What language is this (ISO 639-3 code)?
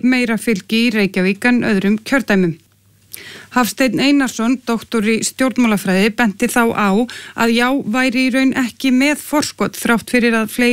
isl